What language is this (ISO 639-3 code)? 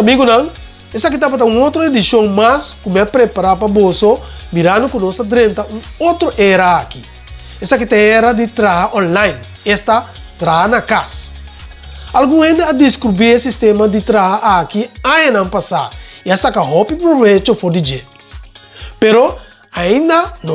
pap